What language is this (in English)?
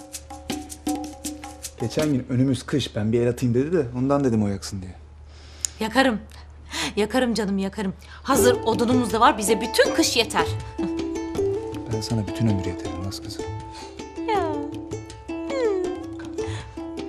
Turkish